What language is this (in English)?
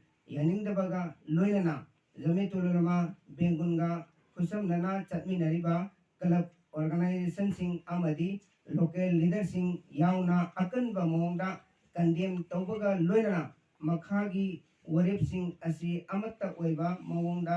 Manipuri